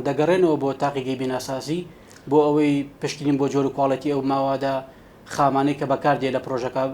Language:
Central Kurdish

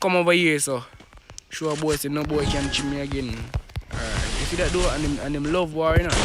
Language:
Jamaican Creole English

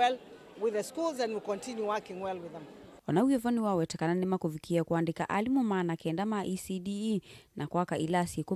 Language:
Kamba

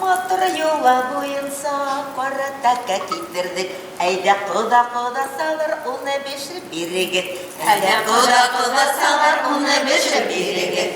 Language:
Bashkir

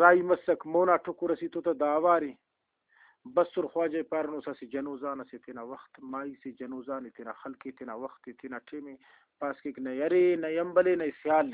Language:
Brahui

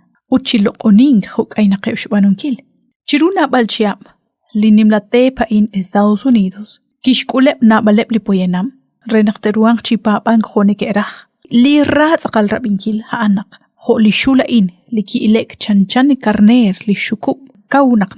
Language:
Kekchí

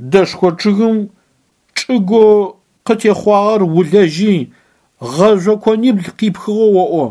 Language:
Adyghe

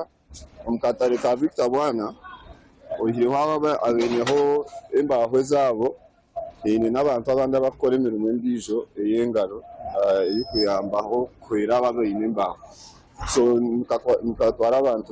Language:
Nyankole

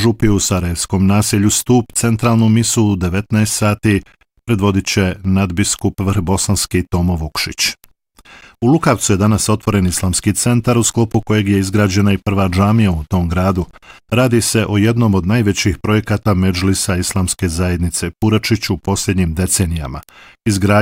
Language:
Bosnian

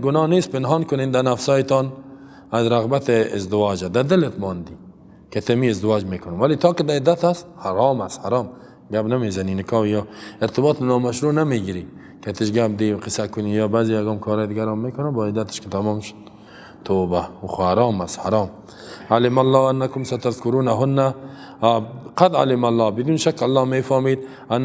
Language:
Persian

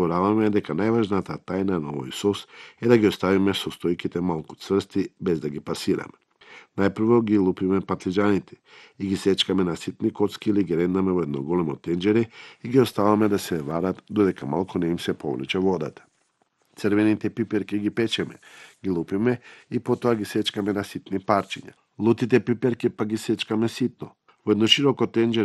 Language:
Macedonian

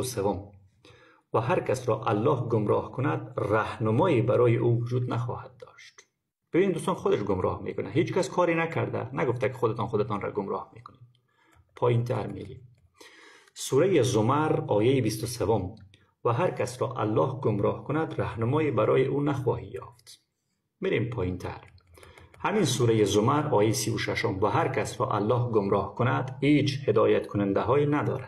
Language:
Persian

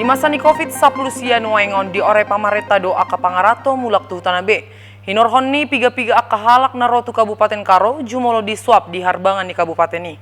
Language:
Batak Toba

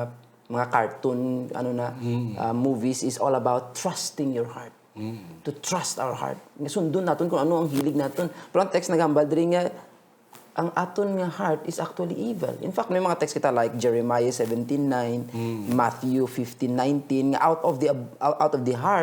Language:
Hiligaynon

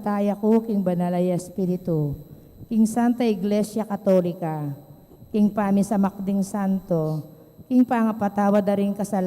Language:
Pampanga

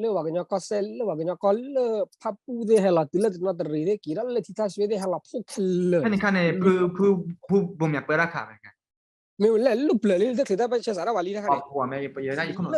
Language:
S'gaw Karen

